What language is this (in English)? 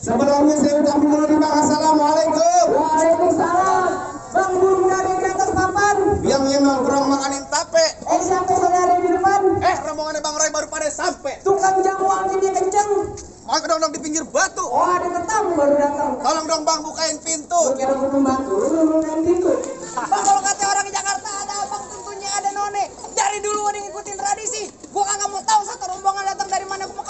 Betawi